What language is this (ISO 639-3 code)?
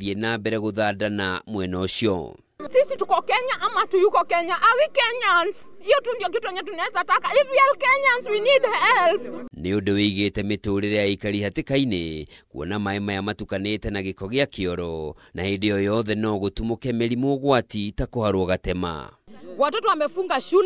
kik